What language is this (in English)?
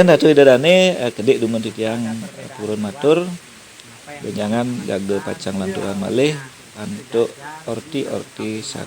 Balinese